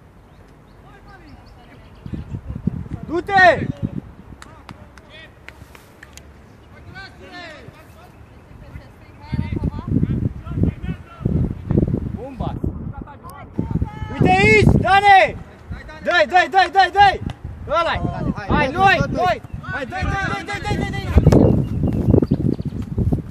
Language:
Romanian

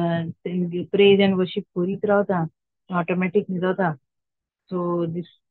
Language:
Konkani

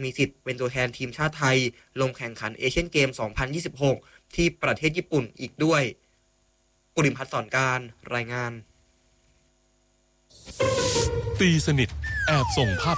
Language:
Thai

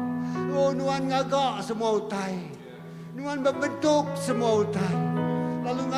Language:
Iban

